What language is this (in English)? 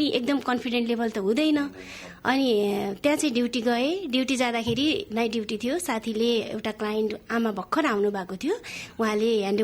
Nepali